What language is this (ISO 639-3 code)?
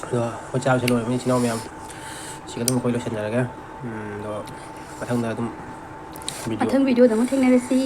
mni